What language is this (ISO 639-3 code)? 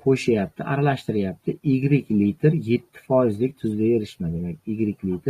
uzb